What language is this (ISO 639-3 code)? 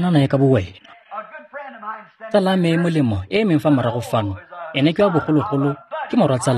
tsn